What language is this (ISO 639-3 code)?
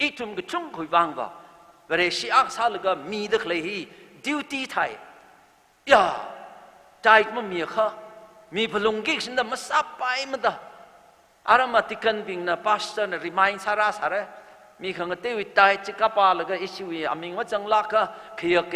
nmf